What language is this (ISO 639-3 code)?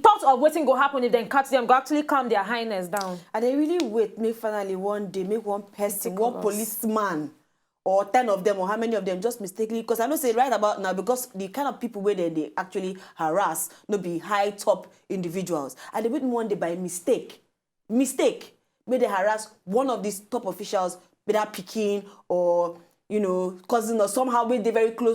pcm